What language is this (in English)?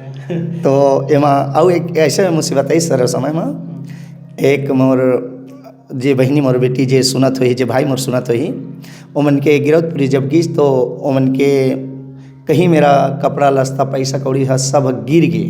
Chhattisgarhi